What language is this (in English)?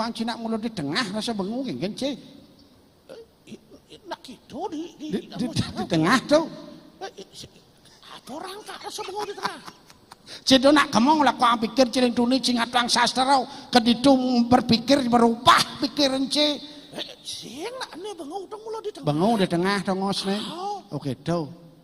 Balinese